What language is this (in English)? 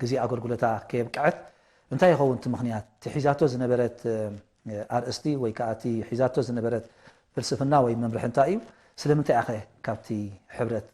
Tigrinya